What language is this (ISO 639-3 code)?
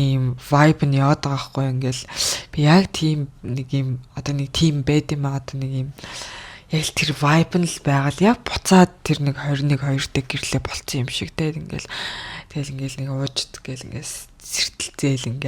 mon